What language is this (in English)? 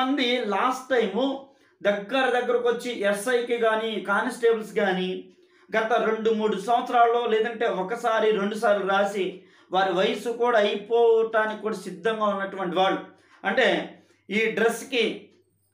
Telugu